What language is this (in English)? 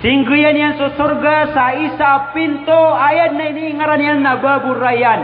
Maranao